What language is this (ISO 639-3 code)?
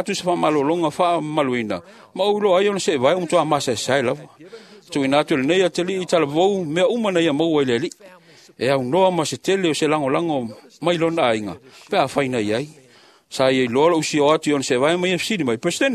smo